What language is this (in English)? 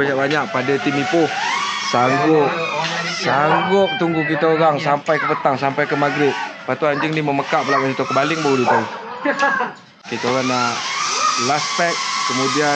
Malay